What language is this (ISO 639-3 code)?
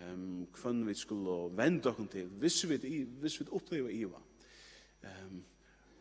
fao